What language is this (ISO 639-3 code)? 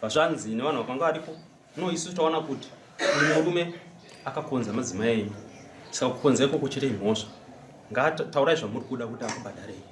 sna